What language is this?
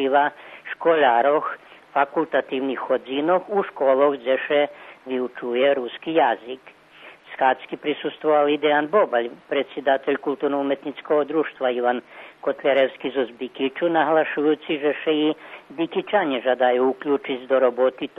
Rusyn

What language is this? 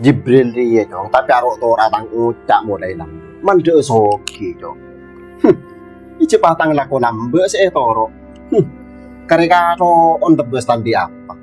Madurese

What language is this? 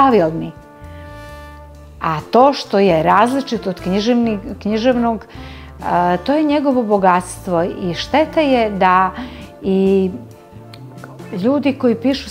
Serbian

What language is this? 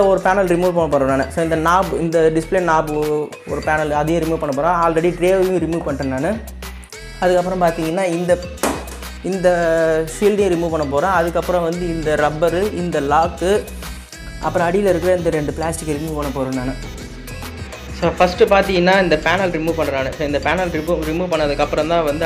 Tamil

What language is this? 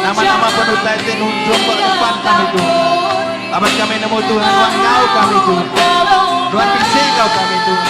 Iban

